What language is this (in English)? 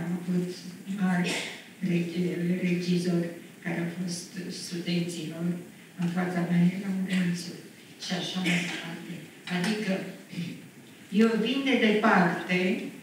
Romanian